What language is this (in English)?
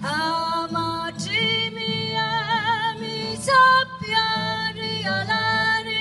Sicilian